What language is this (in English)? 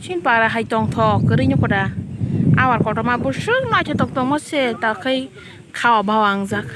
Kok Borok